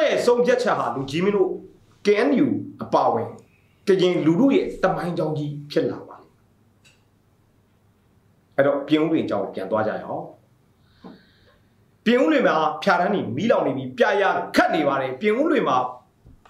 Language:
Burmese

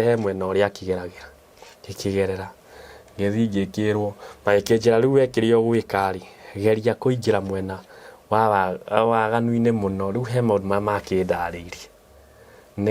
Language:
Kikuyu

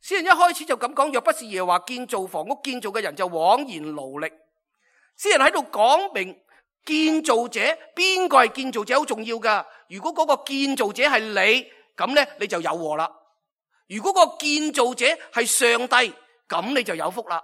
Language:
Cantonese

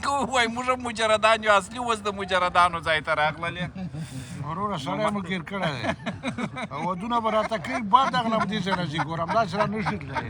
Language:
Pashto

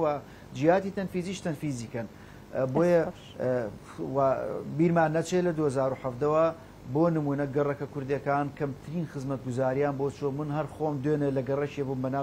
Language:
Central Kurdish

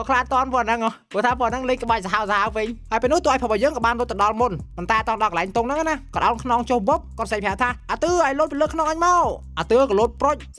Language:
Khmer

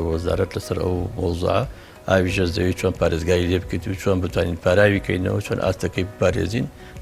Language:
Central Kurdish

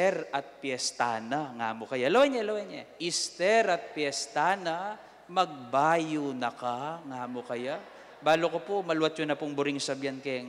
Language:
Pampanga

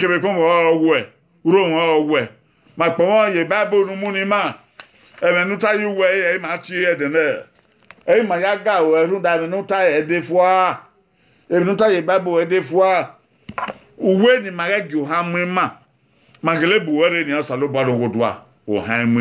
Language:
Bini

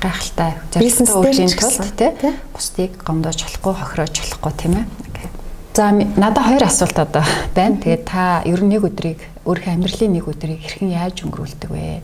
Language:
Mongolian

